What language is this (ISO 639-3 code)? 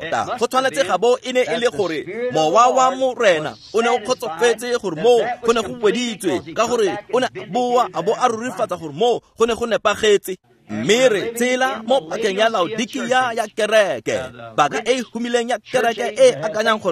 tsn